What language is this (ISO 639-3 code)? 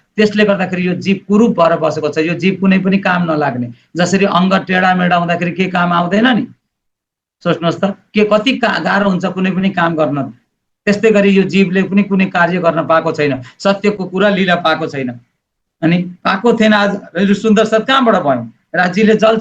nep